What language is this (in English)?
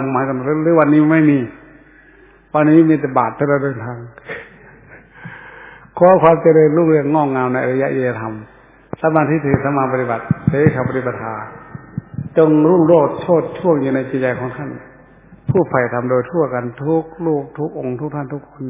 Thai